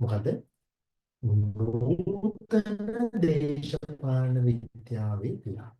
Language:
Sinhala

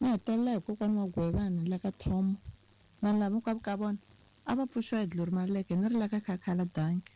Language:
Tsonga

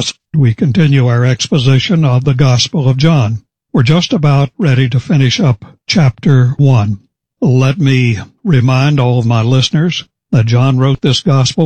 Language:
English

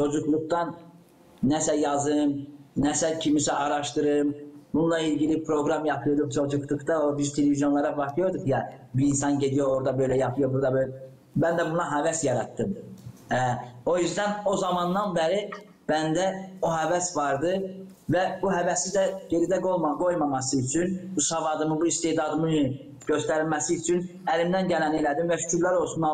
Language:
Gagauz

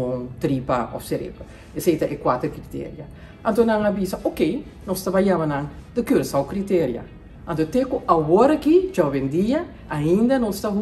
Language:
Papiamento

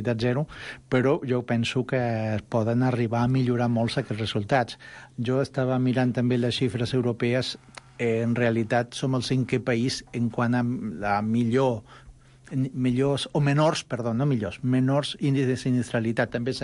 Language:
Catalan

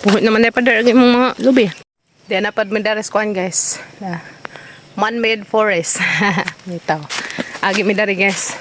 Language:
Cebuano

